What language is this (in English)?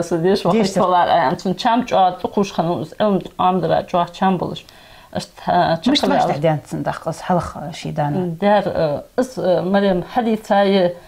Ingush